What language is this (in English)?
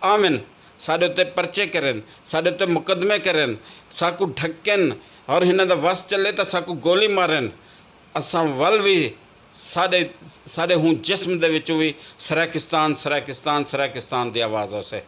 Saraiki